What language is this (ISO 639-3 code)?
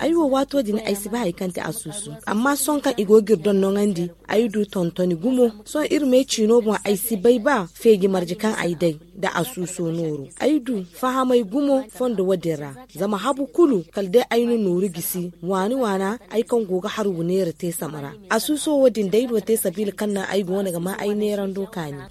dje